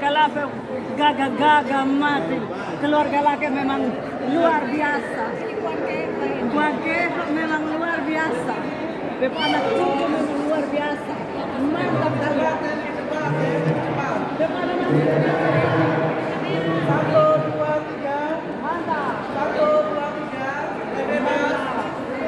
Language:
Indonesian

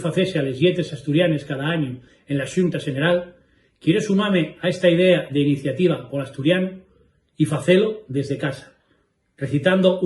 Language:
Asturian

